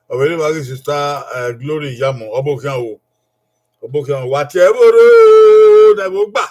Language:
Bini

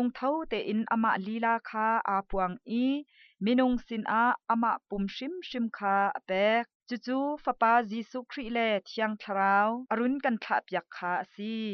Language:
Hakha Chin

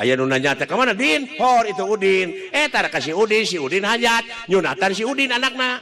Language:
Sundanese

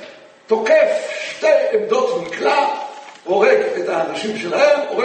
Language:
Hebrew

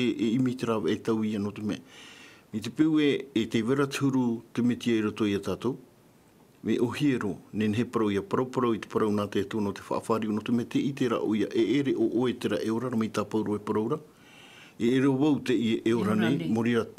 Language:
Tahitian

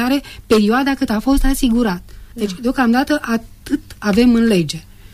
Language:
Romanian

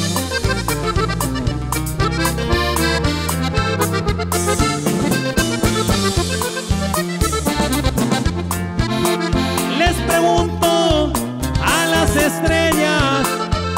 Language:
Spanish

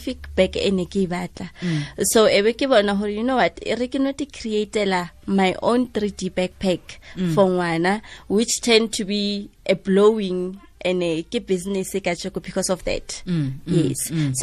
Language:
Tswana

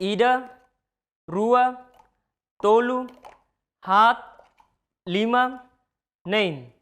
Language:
Tetum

